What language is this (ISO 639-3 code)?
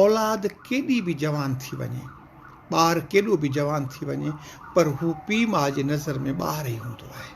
snd